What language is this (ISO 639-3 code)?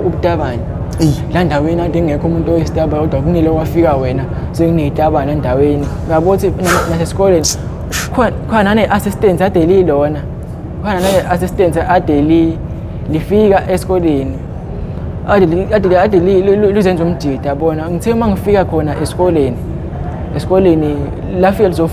zul